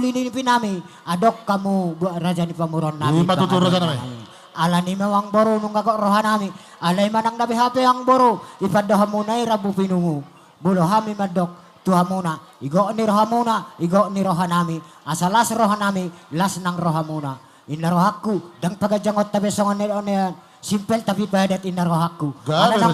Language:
Batak Toba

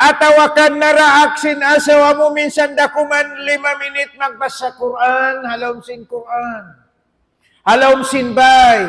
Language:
Tausug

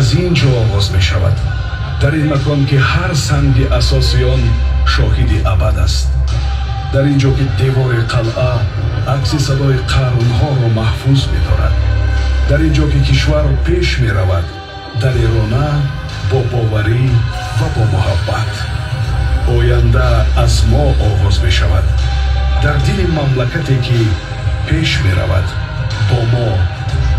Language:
Tajik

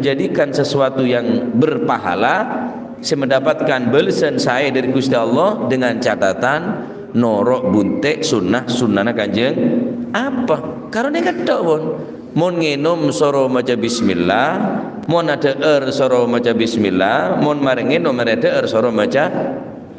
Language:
Madurese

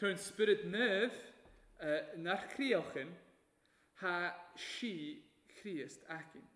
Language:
Welsh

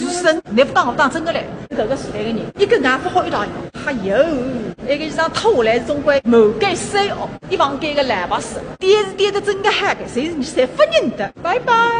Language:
Wu Chinese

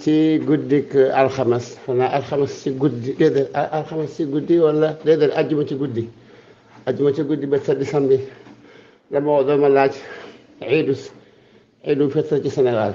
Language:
Wolof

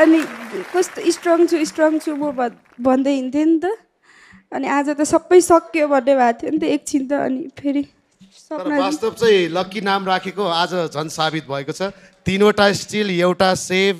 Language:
Nepali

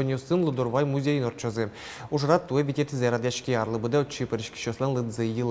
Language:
Udmurt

